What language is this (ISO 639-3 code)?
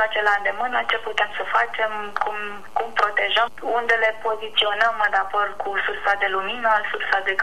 ron